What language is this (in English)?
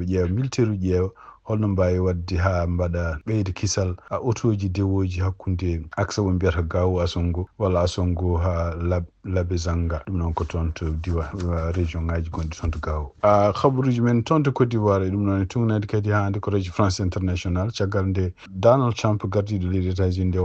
Fula